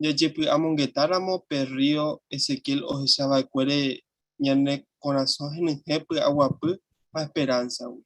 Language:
Guarani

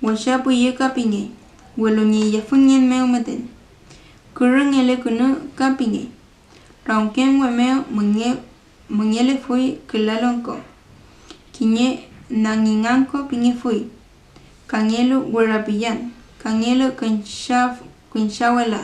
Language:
Mapuche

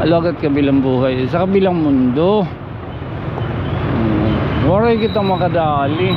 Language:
Waray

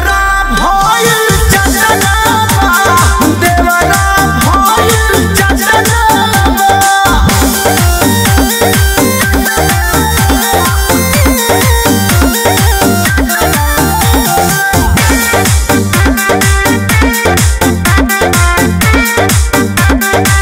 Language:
Bhojpuri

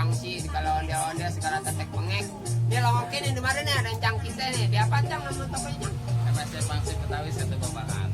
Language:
Betawi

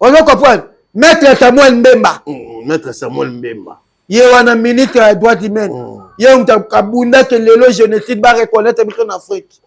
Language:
Lingala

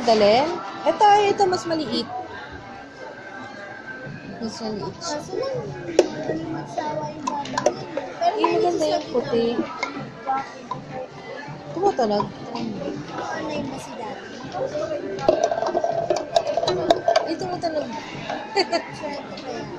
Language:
Filipino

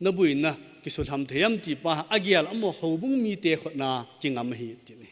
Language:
Thado Chin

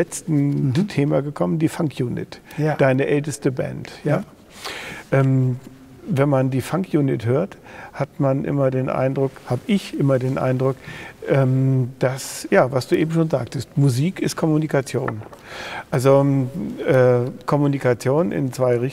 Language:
German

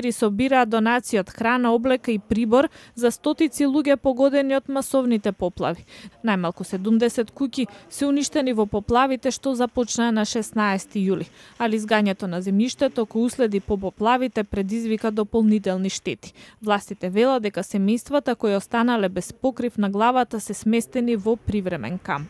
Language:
Macedonian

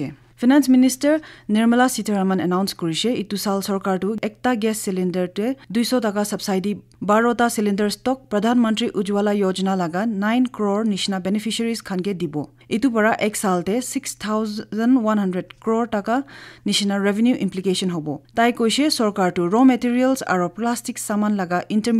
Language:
Naga Pidgin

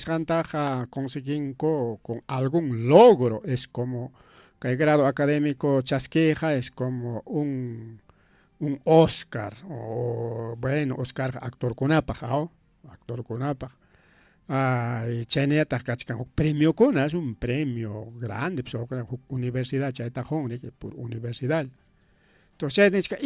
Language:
Ayacucho Quechua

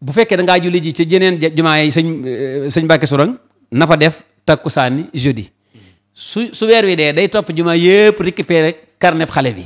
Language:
Wolof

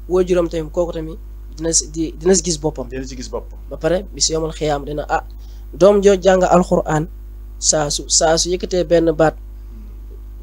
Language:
Wolof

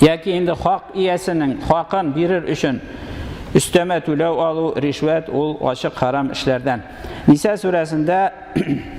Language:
Tatar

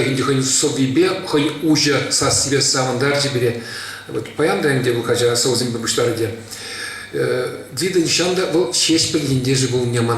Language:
Chuvash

